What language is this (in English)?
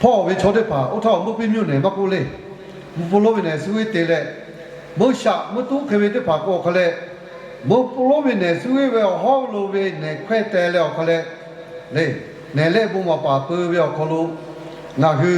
Lahu